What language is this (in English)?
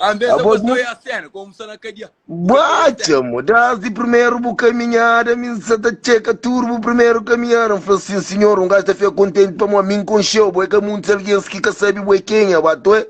Kabuverdianu